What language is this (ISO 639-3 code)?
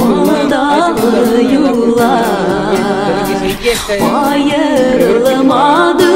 tat